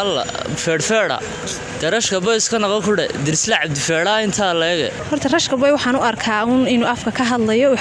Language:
Somali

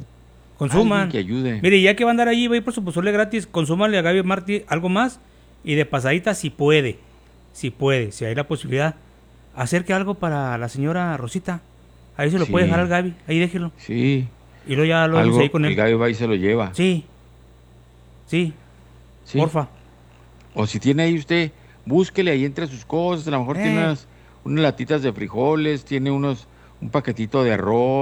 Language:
Spanish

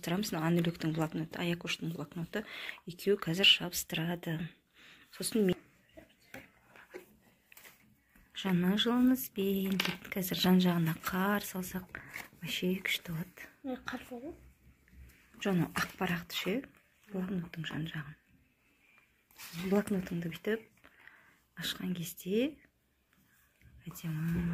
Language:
Kazakh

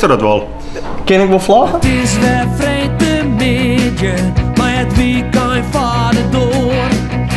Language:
Western Frisian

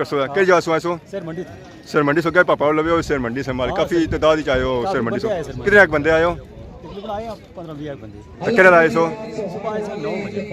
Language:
Pahari-Potwari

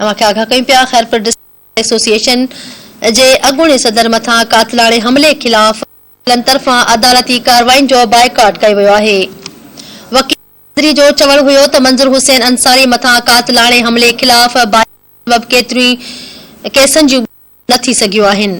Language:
Sindhi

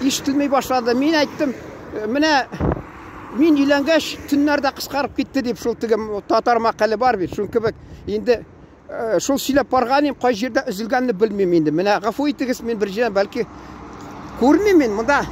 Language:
Tatar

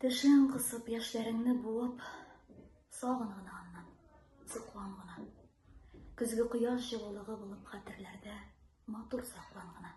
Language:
Tatar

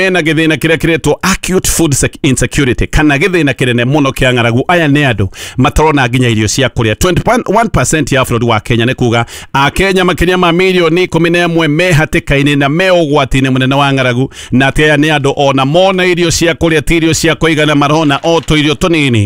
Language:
Kikuyu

